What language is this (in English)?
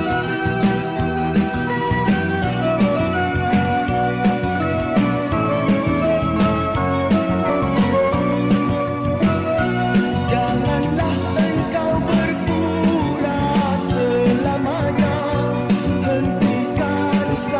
Malay